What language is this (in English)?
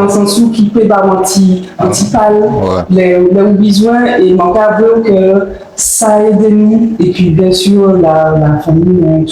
Guadeloupean Creole French